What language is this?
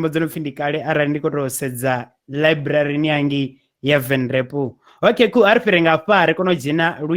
Venda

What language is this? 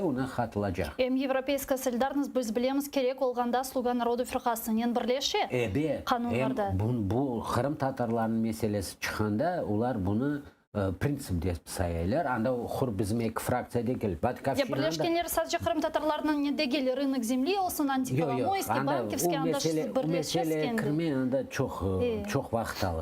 Crimean Tatar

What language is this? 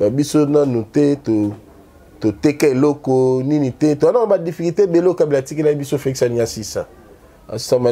Lingala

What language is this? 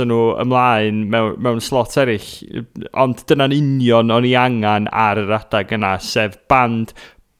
Welsh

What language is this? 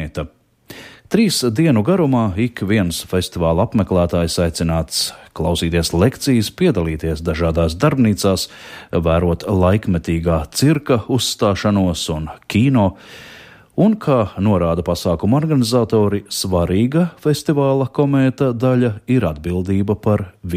Latvian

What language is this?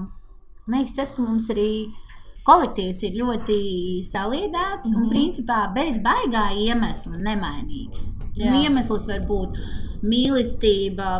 Latvian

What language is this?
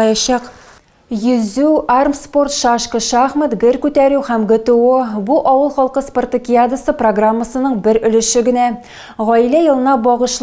Tatar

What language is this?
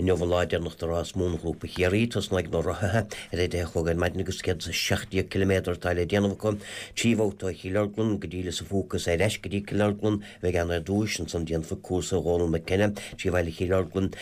Irish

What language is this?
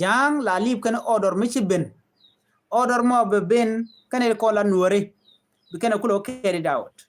Nuer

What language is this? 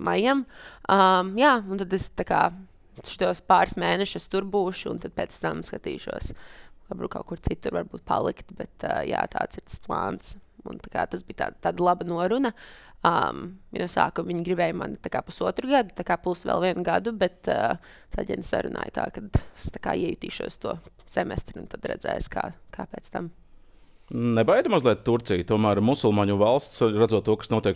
Latvian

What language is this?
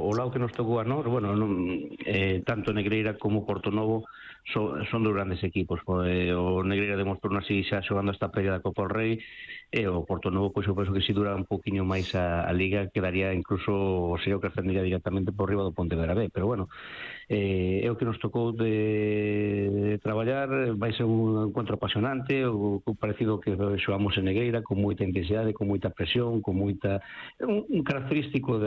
Galician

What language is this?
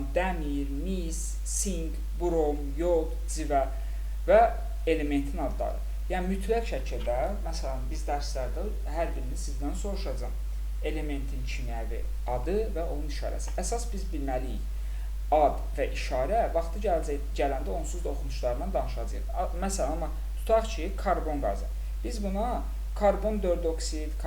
Azerbaijani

